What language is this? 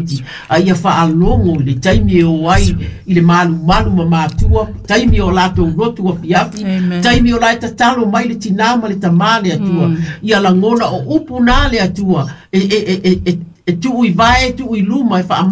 Samoan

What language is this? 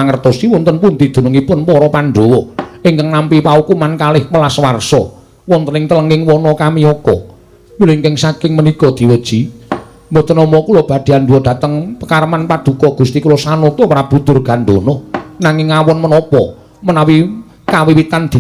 Javanese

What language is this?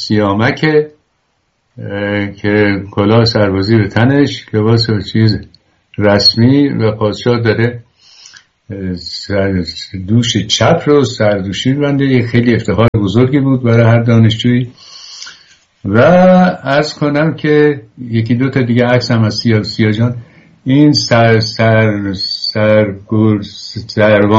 Persian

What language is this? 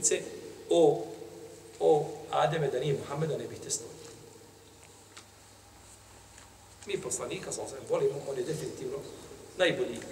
Bosnian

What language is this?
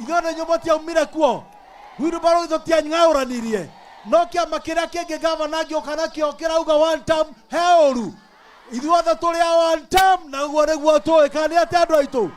Kikuyu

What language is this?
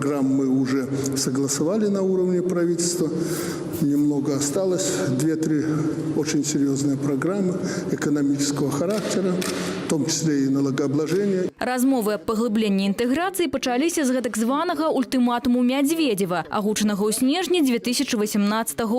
Belarusian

